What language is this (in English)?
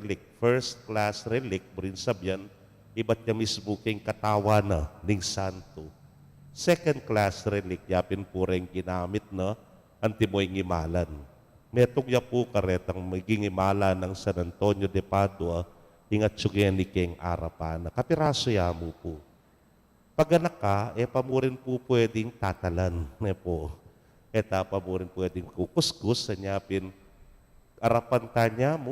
Pampanga